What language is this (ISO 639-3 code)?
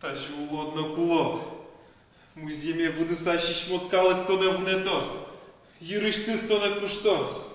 udm